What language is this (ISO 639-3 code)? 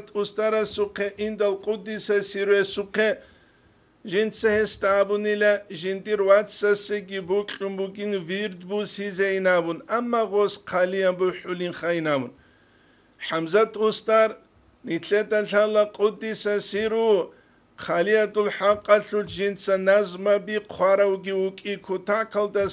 ava